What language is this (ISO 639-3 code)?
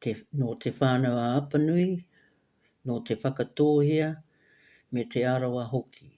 mri